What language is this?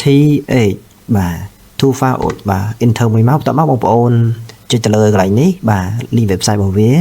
Khmer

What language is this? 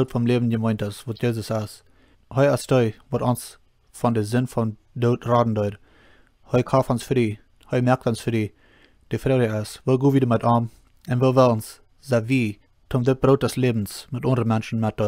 Plautdietsch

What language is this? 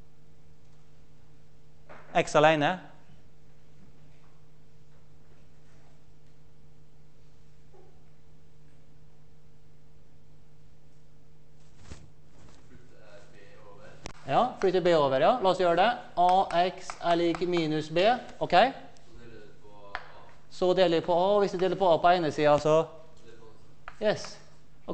Norwegian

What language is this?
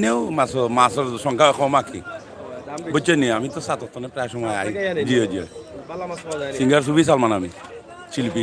Sylheti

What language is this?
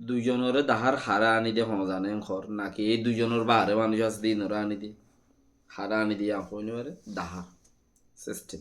Rohingya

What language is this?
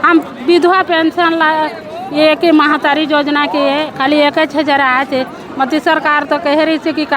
Chhattisgarhi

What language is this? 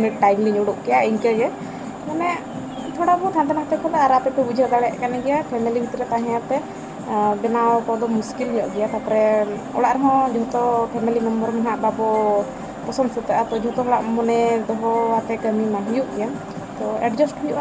Santali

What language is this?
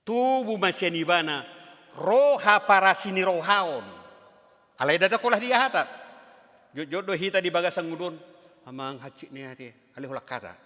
Batak Toba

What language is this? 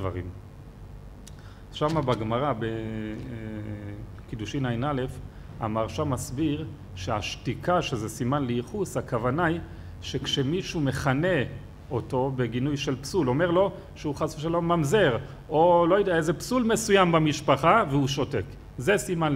Hebrew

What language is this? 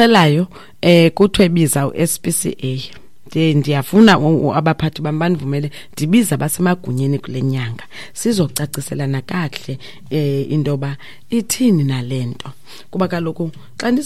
Xhosa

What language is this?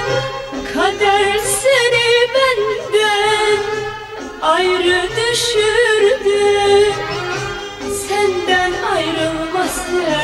Turkish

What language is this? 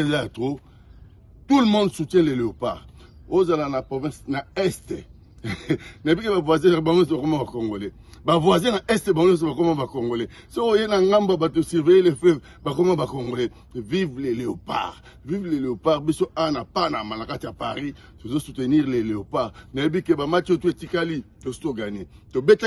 Lingala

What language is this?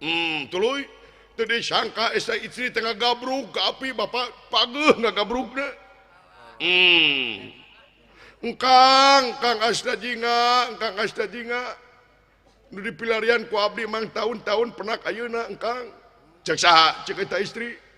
Sundanese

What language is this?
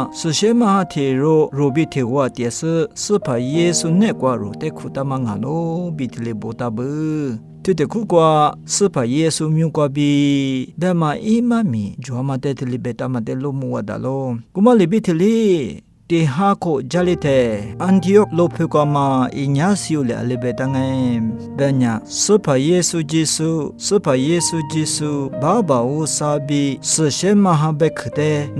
Lisu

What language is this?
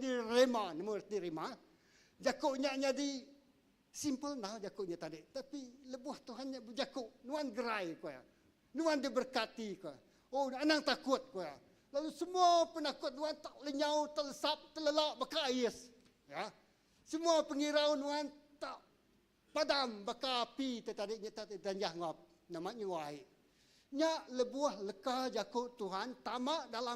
Iban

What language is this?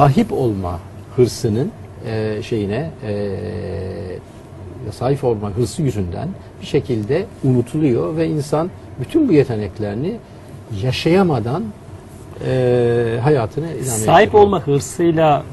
Turkish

